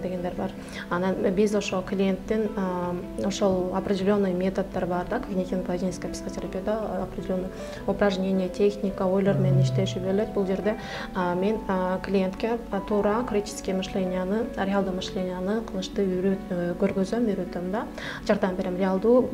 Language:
Kyrgyz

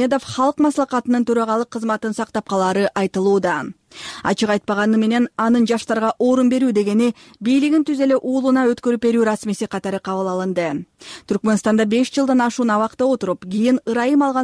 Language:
Kyrgyz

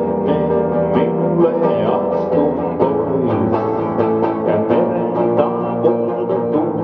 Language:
Finnish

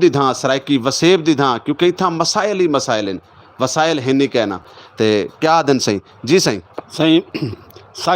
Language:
Saraiki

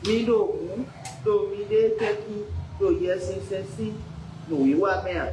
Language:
Fon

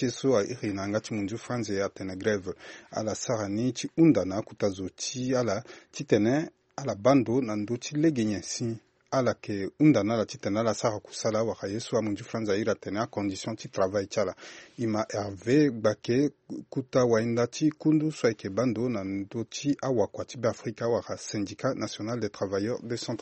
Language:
Sango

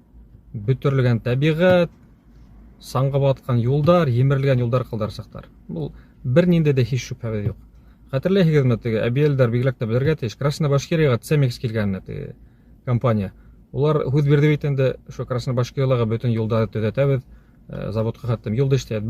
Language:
Bashkir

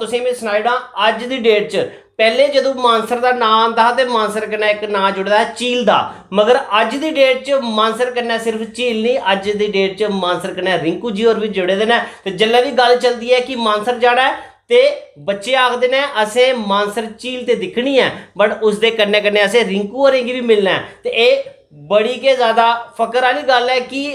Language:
Dogri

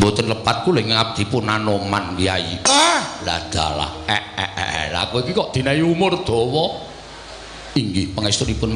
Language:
Javanese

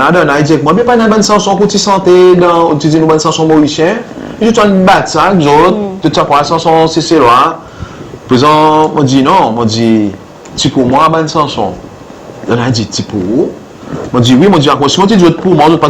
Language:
Seselwa Creole French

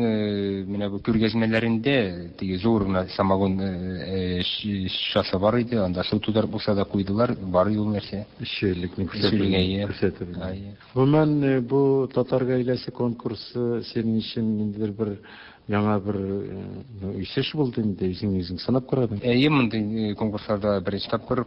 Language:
Tatar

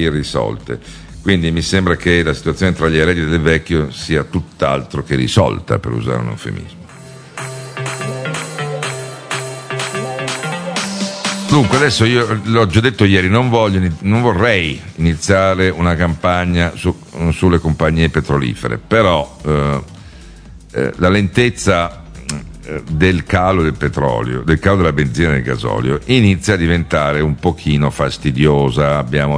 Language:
Italian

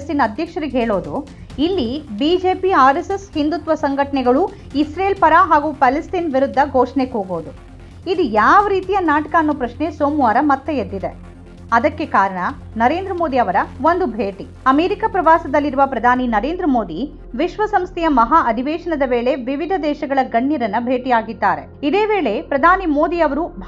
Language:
Kannada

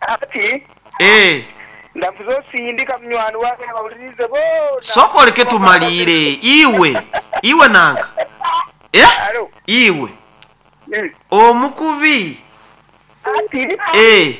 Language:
Nyoro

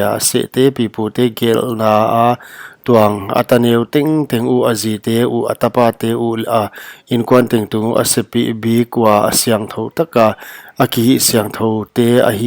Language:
Paite Chin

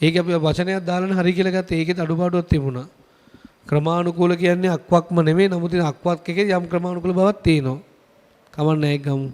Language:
Sinhala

